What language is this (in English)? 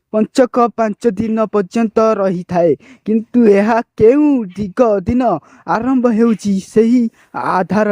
Odia